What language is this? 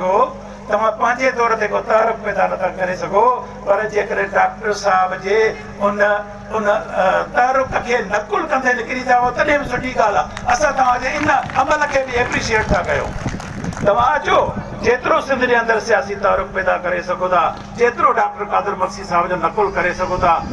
Sindhi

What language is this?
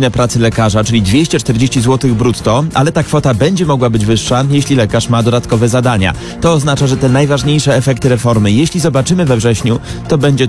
Polish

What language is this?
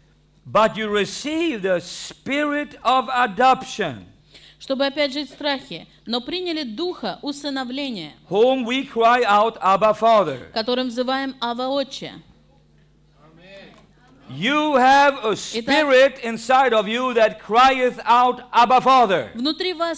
Russian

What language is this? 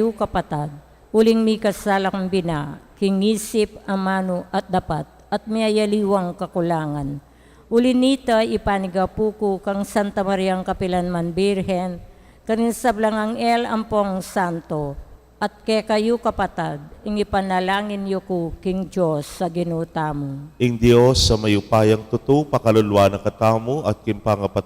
Pampanga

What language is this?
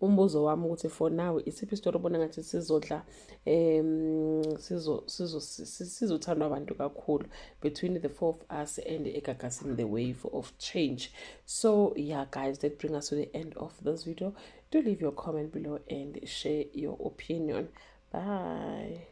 Zulu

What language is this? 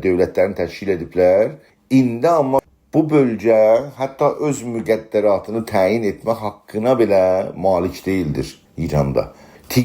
South Azerbaijani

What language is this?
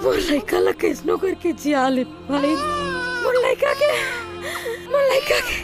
Chhattisgarhi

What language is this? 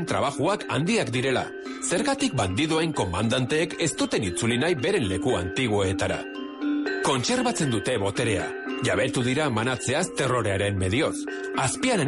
Basque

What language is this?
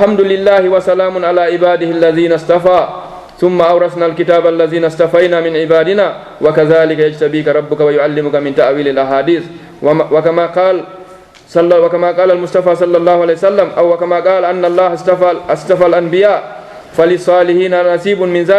Fula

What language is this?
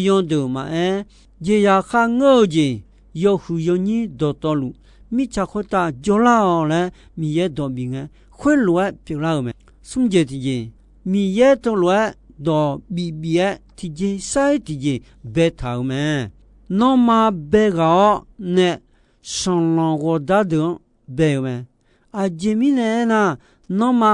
Akha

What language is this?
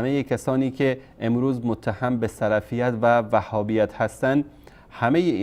Persian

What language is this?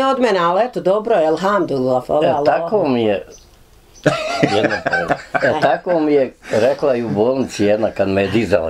Bosnian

